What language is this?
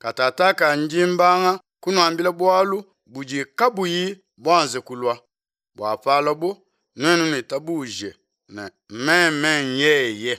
Luba-Lulua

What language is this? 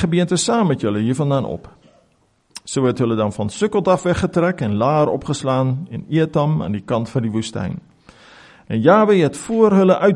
Afrikaans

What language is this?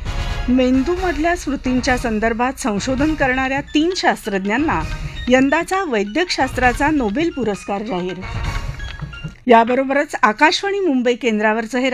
Marathi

